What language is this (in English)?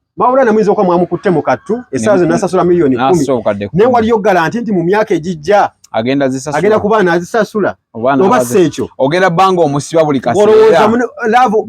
Ganda